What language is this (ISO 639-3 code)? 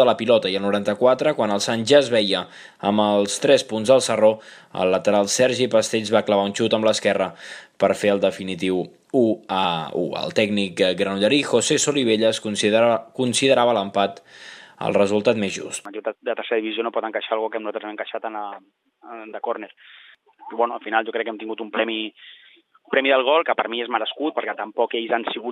cat